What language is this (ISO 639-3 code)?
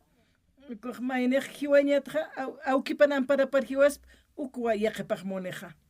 aym